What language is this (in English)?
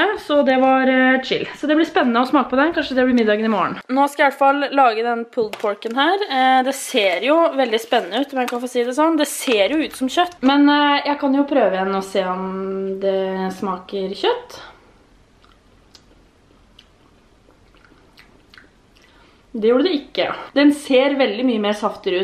Norwegian